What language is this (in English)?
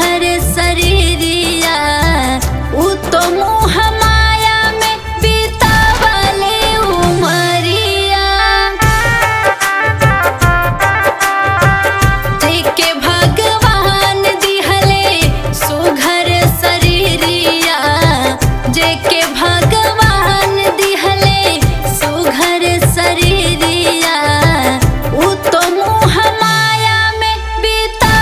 Bhojpuri